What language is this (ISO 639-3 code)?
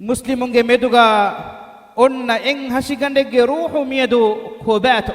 div